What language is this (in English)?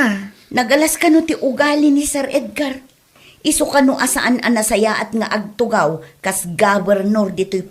Iloko